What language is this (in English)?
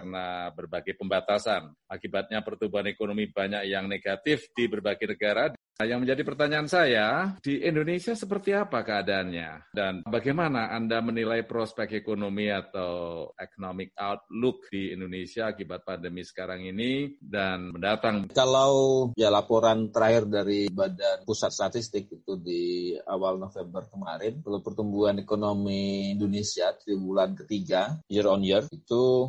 Indonesian